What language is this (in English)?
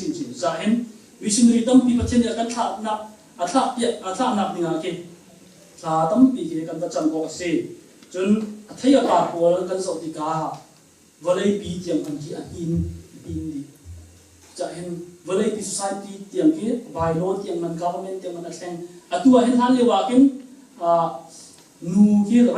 Hakha Chin